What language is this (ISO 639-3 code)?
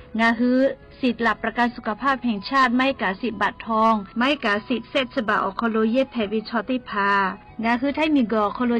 lhu